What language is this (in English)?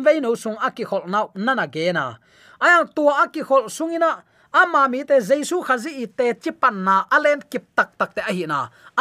Tedim Chin